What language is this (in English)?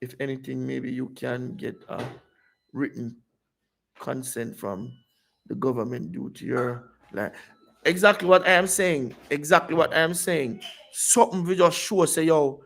Jamaican Creole English